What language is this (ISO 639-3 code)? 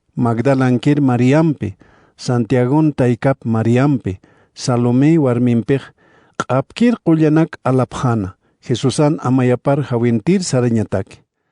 aym